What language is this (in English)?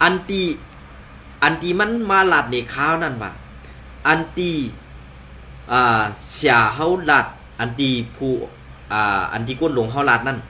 Shan